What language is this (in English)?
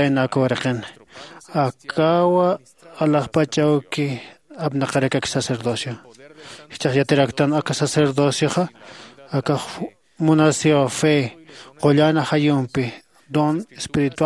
Aymara